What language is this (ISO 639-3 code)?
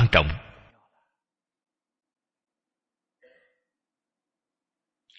vie